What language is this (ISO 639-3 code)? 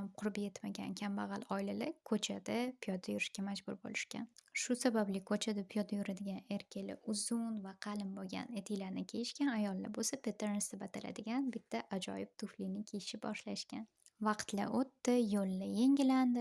uzb